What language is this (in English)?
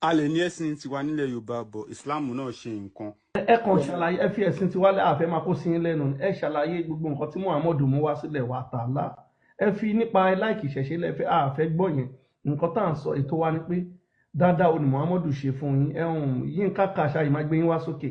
Yoruba